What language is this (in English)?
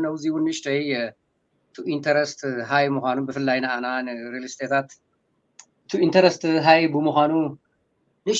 Tigrinya